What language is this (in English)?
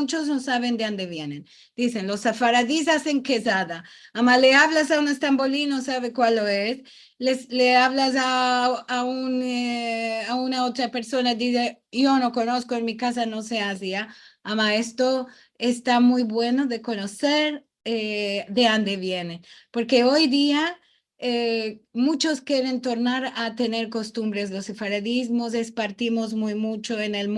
Ladino